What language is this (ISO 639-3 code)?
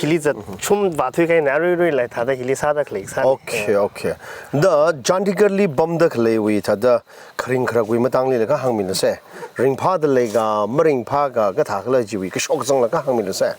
nmf